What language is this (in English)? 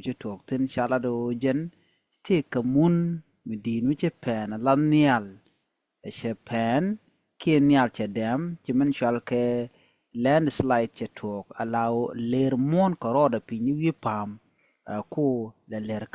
Nuer